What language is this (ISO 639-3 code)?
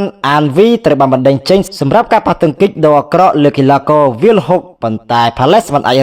khm